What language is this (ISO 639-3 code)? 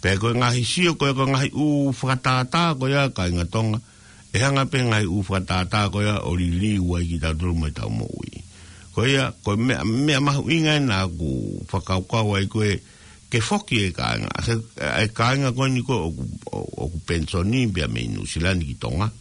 ton